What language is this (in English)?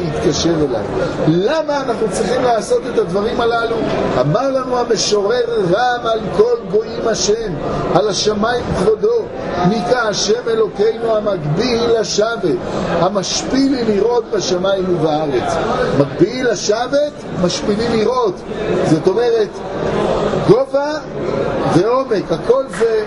Hebrew